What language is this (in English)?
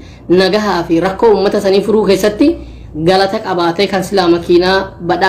Oromo